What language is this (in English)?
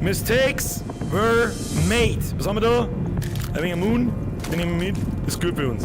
Bavarian